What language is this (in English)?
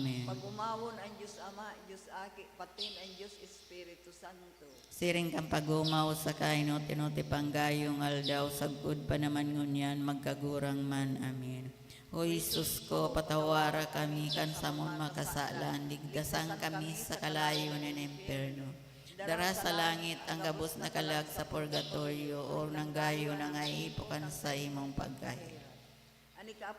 Bikol